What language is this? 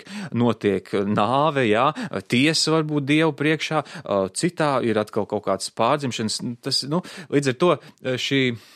Latvian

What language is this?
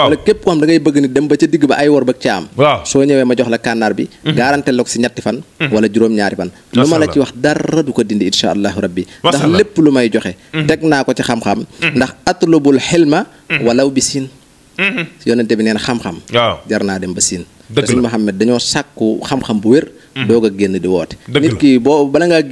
Wolof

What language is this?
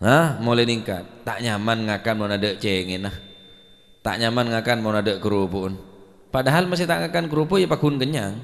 Madurese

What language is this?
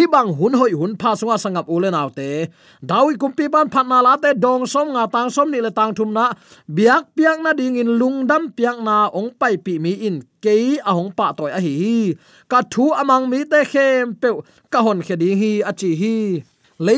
Tedim Chin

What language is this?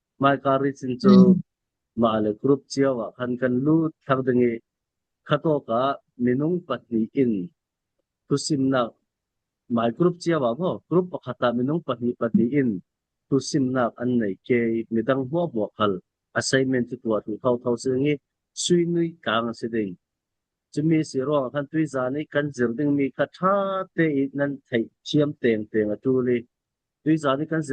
Falam Chin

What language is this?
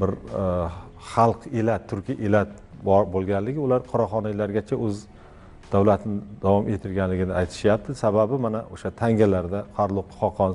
Uzbek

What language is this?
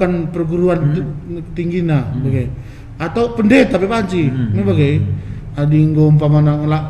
Batak Karo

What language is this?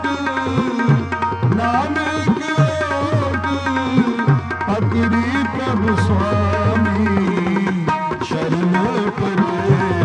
Punjabi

